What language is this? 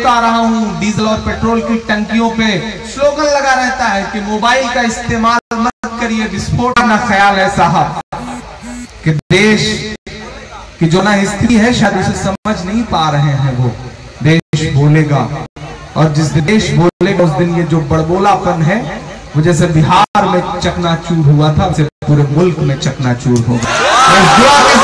Hindi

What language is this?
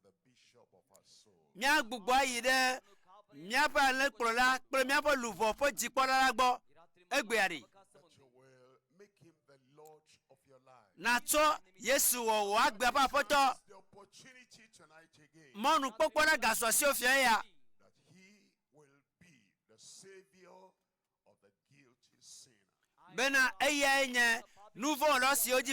Ewe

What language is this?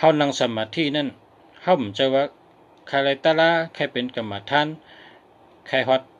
Shan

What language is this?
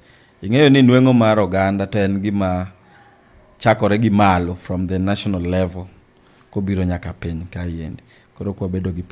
Luo (Kenya and Tanzania)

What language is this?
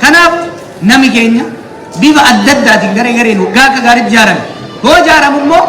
Oromo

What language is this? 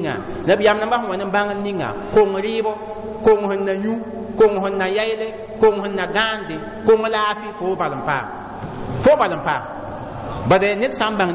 Mossi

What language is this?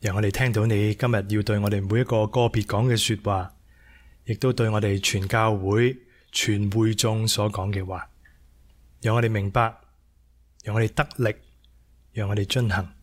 Cantonese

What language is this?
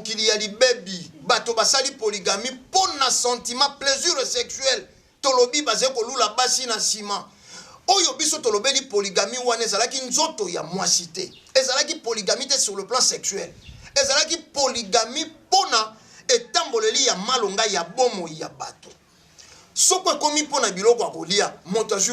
Lingala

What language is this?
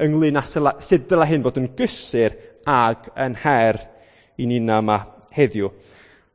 Welsh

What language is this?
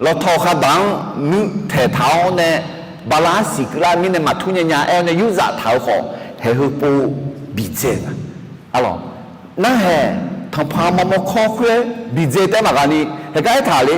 Akha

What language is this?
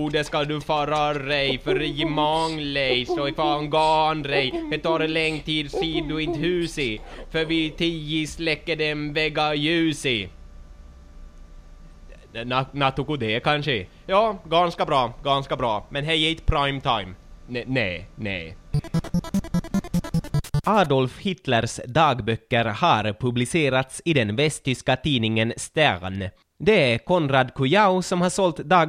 Swedish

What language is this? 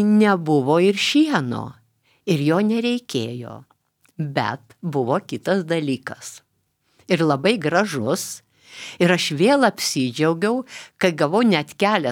Lithuanian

